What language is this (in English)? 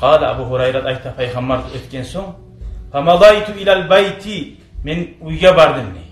Kumyk